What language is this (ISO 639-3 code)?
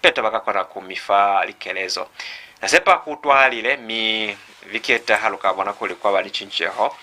loz